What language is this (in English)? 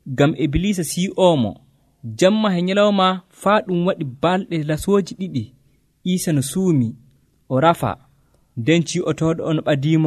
Nigerian Fulfulde